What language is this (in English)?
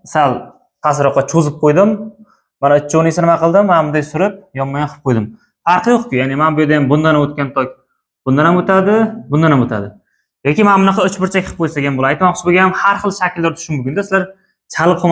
Uzbek